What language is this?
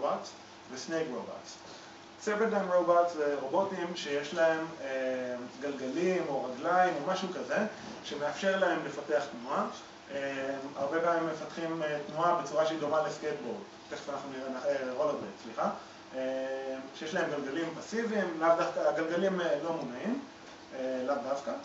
Hebrew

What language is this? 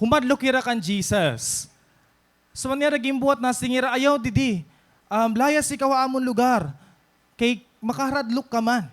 Waray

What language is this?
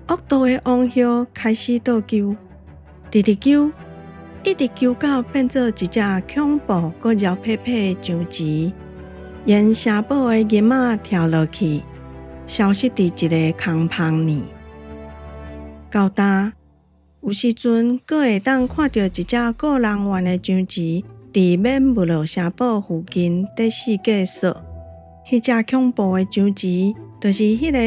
Min Nan Chinese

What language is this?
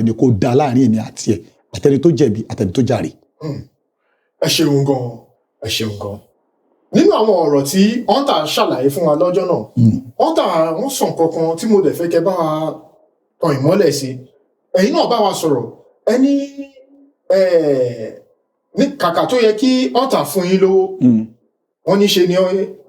Yoruba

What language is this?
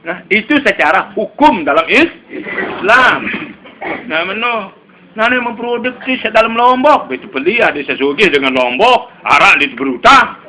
Sasak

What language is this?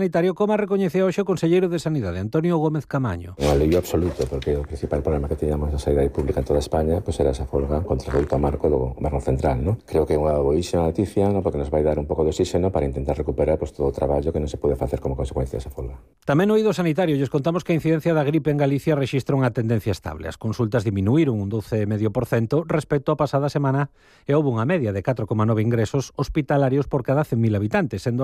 Galician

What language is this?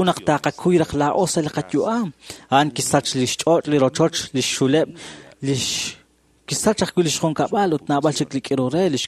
Kekchí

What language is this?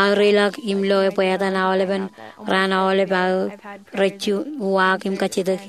Marshallese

